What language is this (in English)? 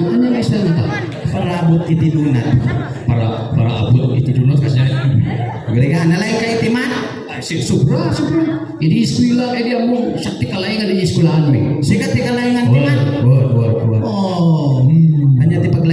Iloko